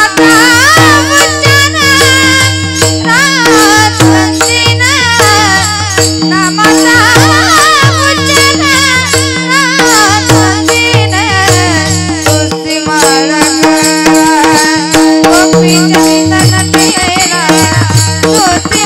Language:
Marathi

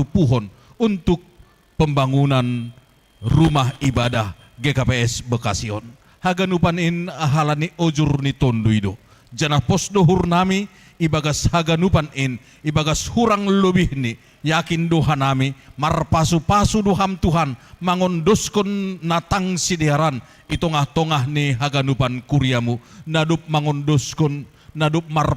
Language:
Batak Simalungun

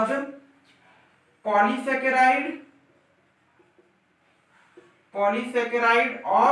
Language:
Hindi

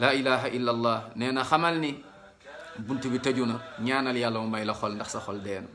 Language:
Wolof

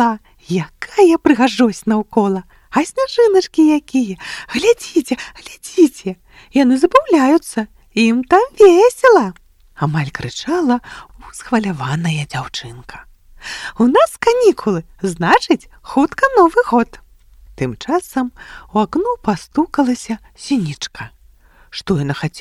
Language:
Belarusian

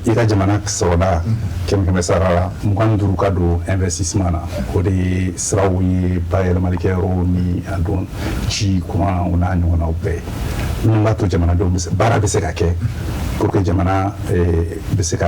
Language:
Bambara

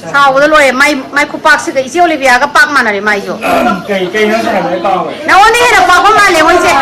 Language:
Manipuri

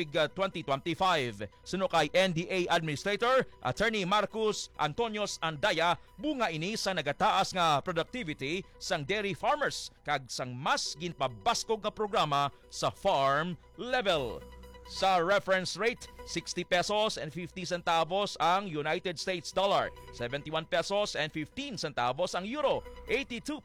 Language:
Hiligaynon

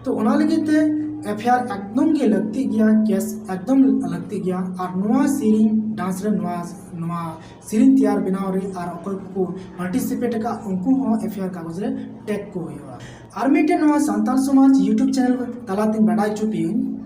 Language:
Santali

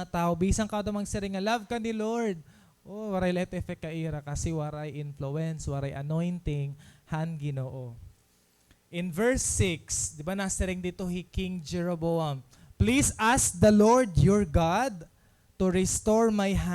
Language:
Waray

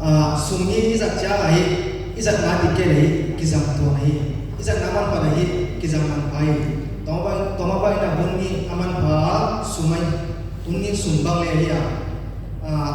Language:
Paite Chin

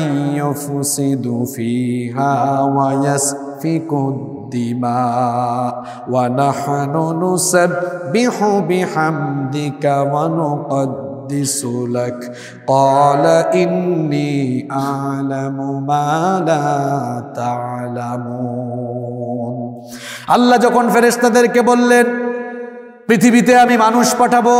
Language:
Bangla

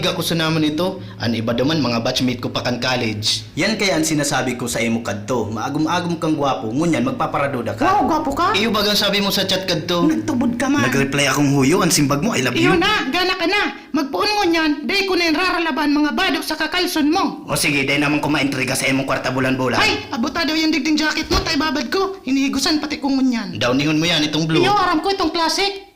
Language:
Bikol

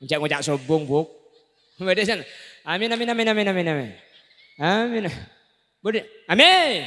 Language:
Madurese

